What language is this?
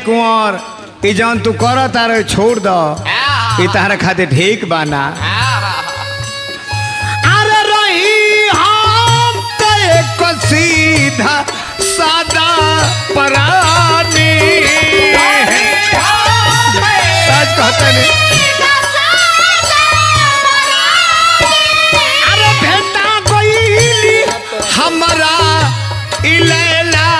Bhojpuri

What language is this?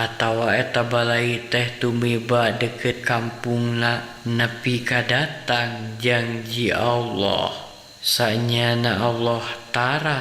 Sundanese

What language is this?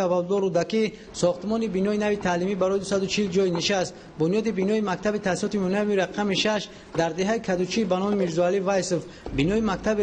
Tajik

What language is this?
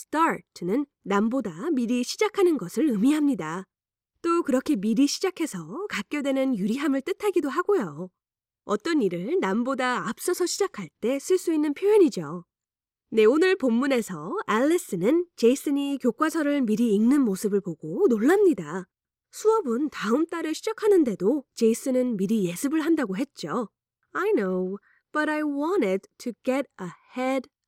Korean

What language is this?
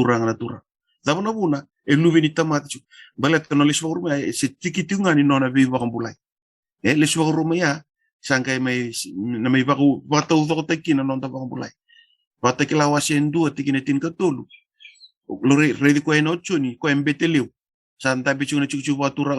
Fijian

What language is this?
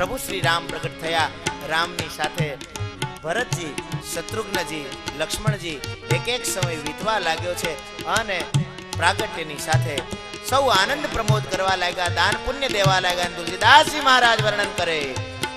Gujarati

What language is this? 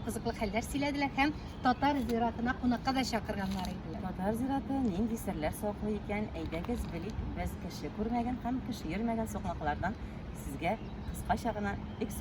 Tatar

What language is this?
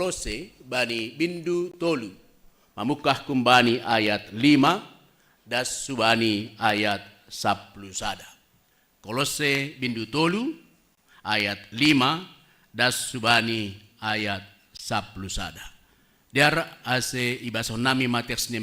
Batak Simalungun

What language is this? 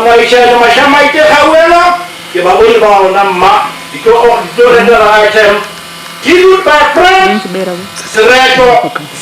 Northern Sotho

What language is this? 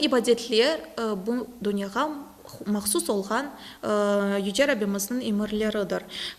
Crimean Tatar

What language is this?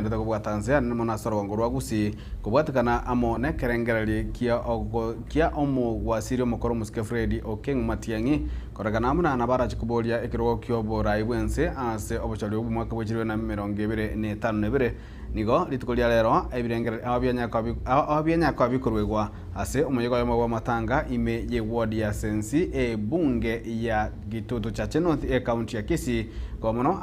Gusii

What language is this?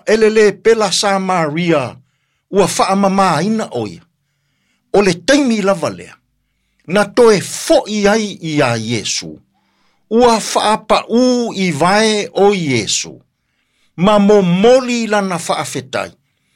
Samoan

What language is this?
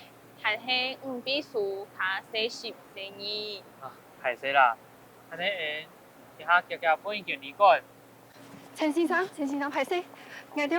Hakka Chinese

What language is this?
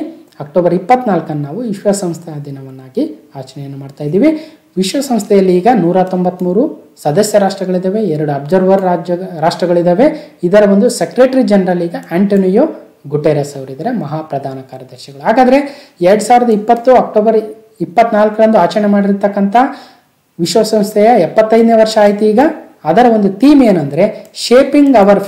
Kannada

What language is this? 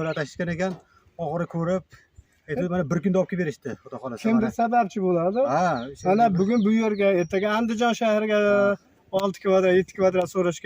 Uzbek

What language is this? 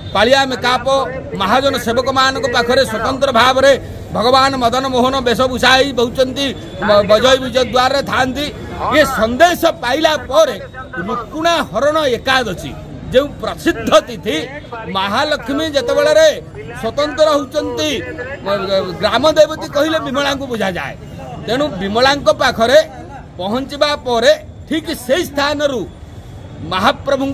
Odia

